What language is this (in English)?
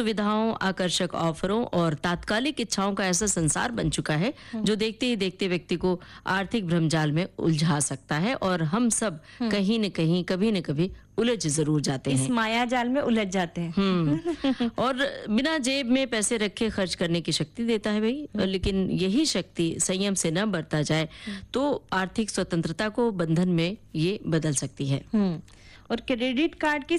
Hindi